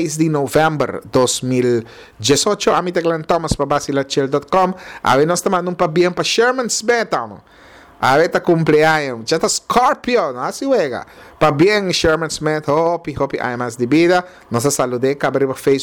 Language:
Papiamento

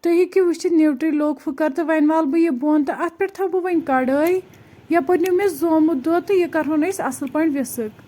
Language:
Kashmiri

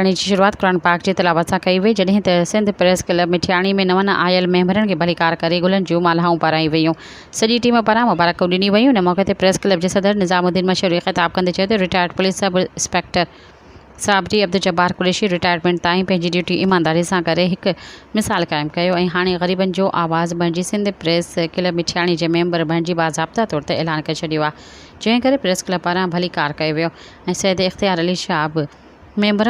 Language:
Sindhi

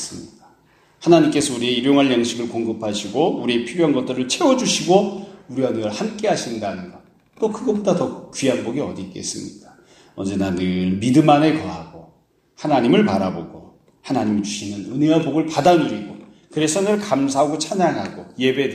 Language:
Korean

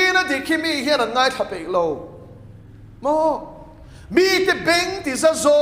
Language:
Mizo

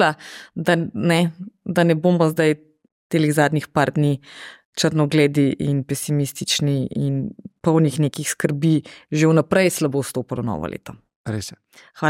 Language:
Slovenian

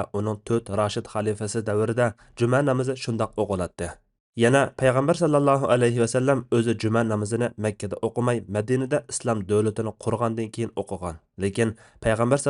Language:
Uyghur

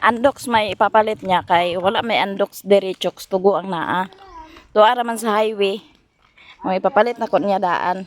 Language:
Cebuano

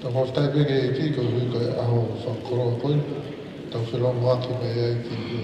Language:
Tongan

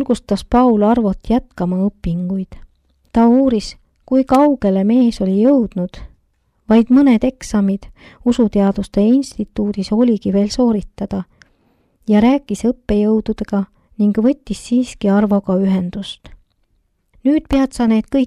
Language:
Estonian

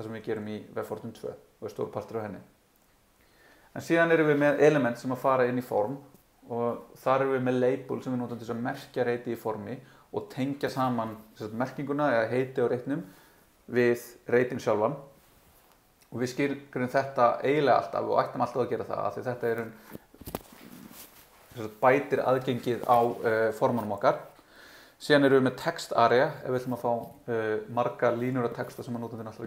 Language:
Icelandic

